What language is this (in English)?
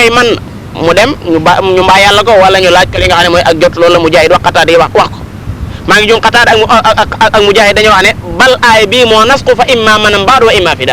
Wolof